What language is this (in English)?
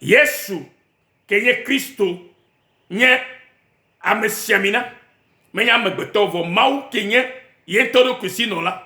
Ewe